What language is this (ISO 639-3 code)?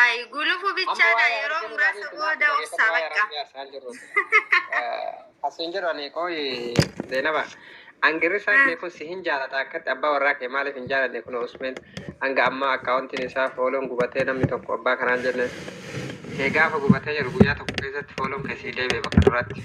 orm